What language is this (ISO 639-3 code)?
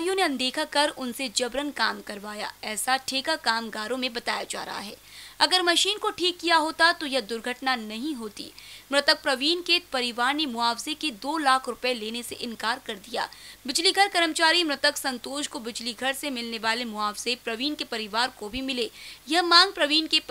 hin